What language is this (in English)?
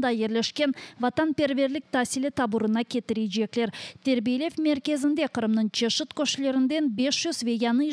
Crimean Tatar